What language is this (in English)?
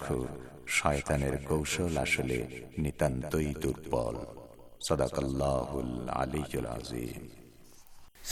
Bangla